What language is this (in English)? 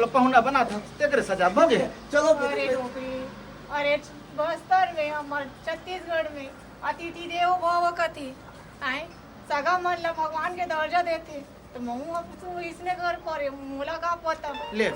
Chhattisgarhi